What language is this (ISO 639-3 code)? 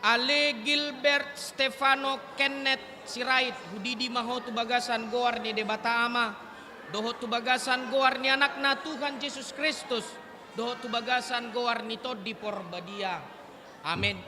bbc